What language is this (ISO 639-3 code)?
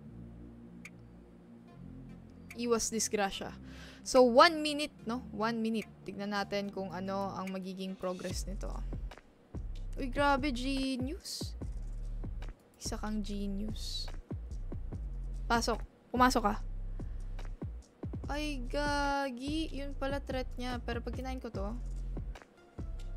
fil